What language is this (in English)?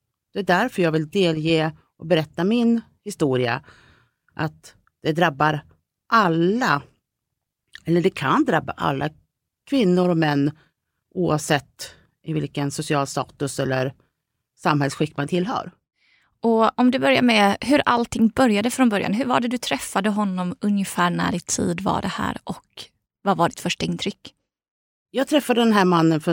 Swedish